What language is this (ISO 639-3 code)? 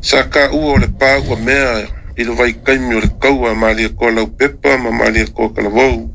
smo